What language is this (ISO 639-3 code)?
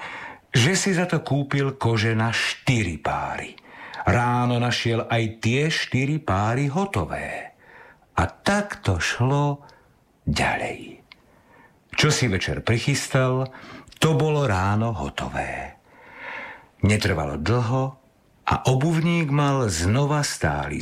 slk